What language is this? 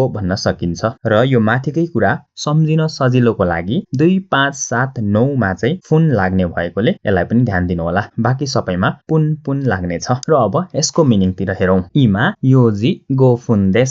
Nepali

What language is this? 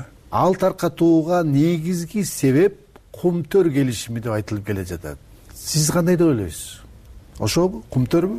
Kyrgyz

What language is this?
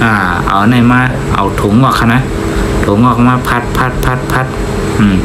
Shan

